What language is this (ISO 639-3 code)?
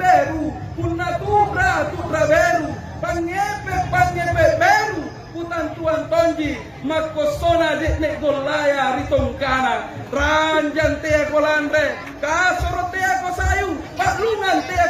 mak